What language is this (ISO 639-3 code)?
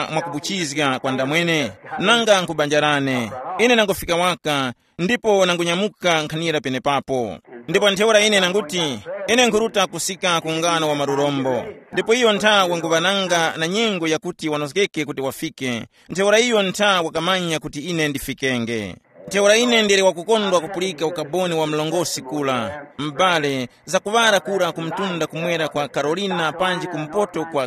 tum